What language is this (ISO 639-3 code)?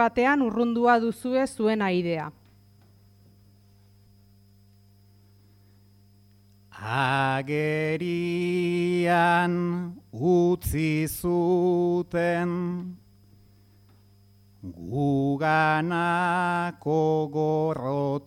eus